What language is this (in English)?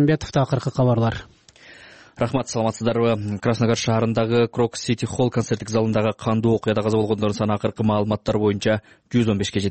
Kyrgyz